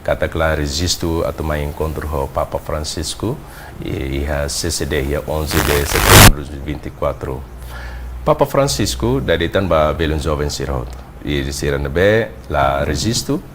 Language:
Tetum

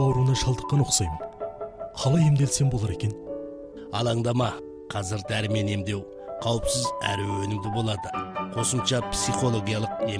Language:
Kazakh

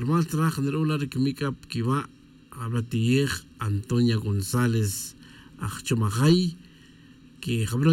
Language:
Tz'utujil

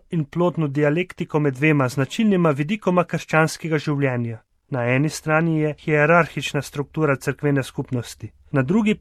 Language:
Slovenian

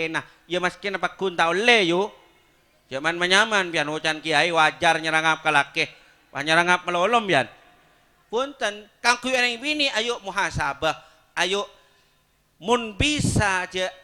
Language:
Madurese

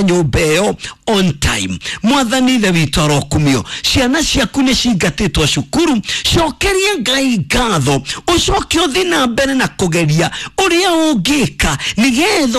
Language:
Kikuyu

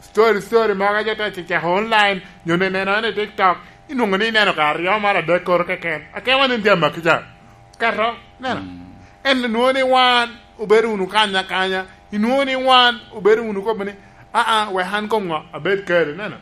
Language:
Lango (Uganda)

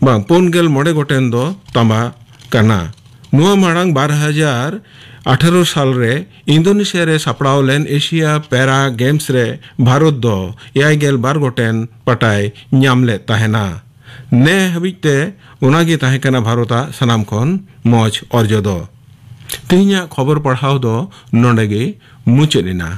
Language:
Santali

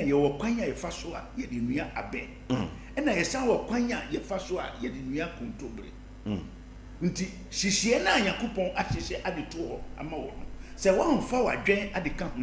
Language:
Akan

